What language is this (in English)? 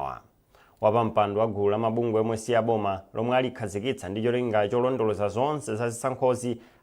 Nyanja